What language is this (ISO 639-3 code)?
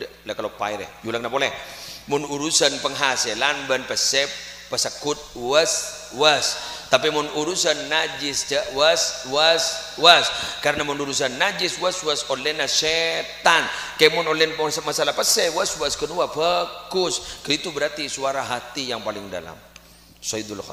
mad